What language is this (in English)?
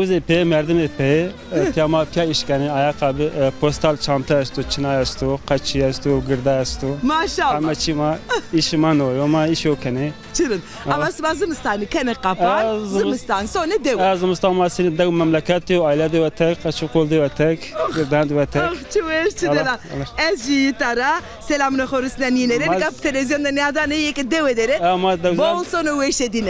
Zaza